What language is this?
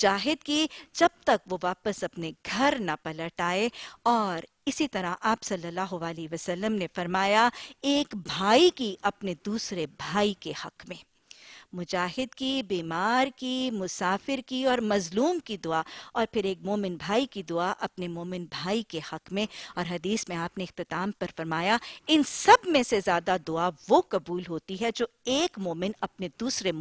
Urdu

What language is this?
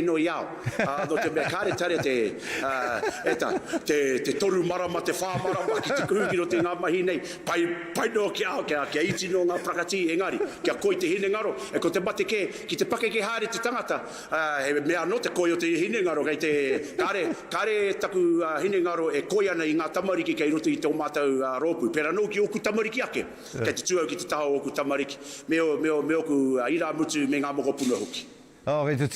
Māori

